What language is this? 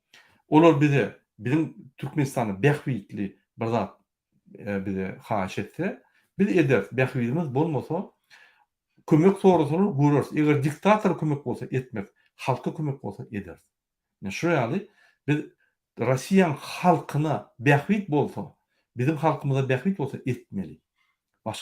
Turkmen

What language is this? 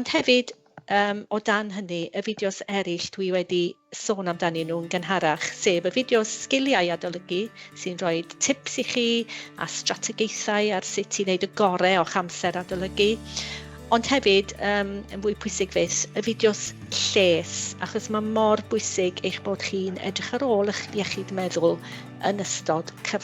Welsh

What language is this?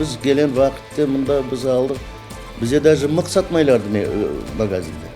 Crimean Tatar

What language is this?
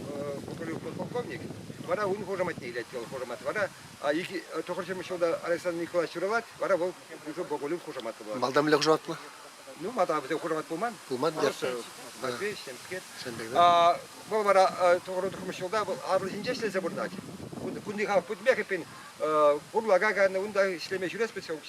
Chuvash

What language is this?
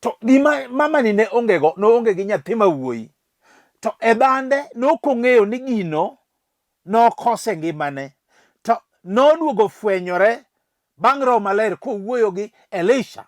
Luo (Kenya and Tanzania)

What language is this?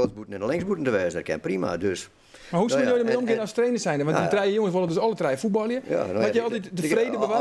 Western Frisian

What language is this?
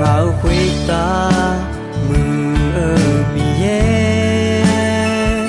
Akha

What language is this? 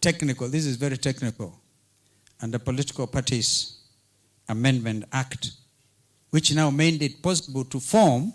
Kamba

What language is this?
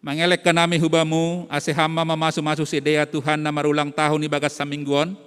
Batak Simalungun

